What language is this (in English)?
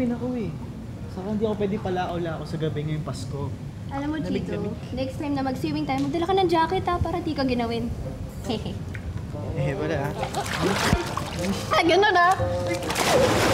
Filipino